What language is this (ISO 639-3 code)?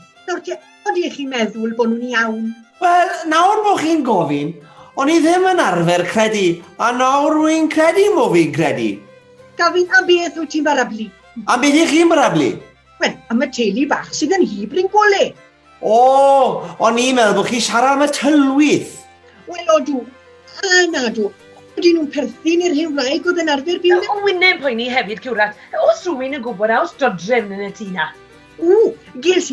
cym